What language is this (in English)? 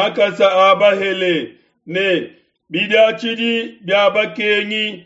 Luba-Lulua